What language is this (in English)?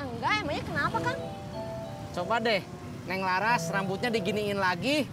Betawi